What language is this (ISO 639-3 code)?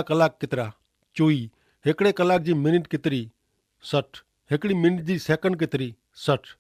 kfr